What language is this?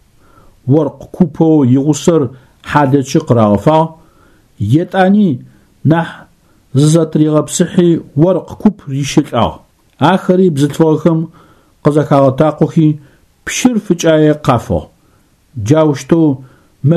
Adyghe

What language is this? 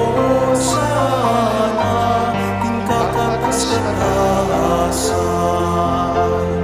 Pampanga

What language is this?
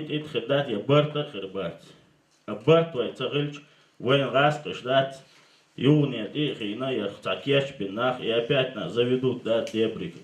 Chechen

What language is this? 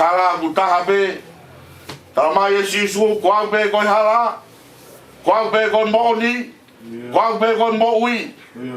Tongan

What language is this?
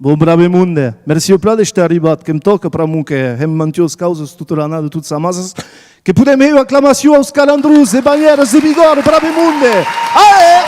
Occitan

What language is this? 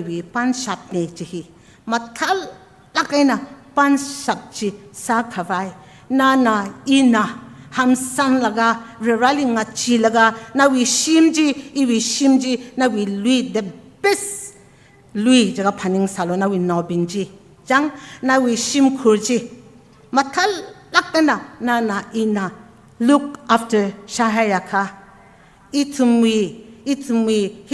Tangkhul Naga (India)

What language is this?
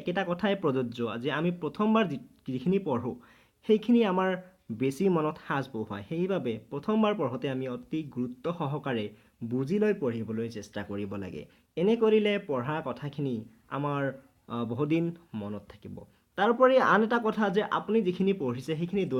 Assamese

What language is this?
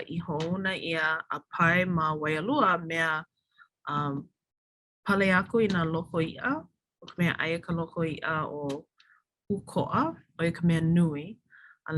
Hawaiian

